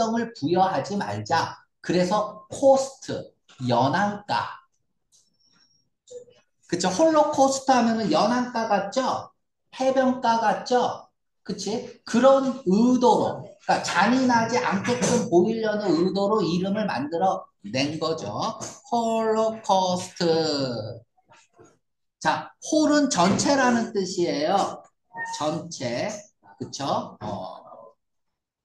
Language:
Korean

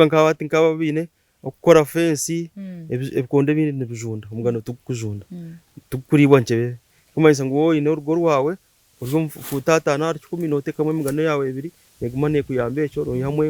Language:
Nyankole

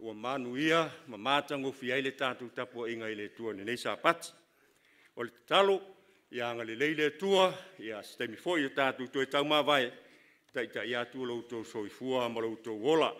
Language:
Samoan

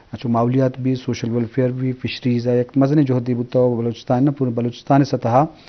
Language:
Eastern Balochi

